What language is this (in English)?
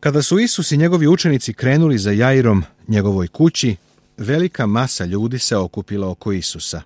Serbian